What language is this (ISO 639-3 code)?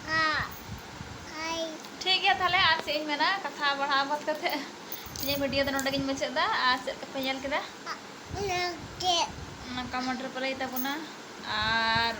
sat